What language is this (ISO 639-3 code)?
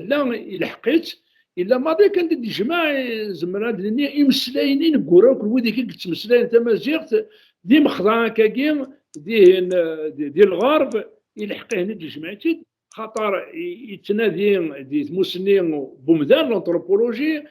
kab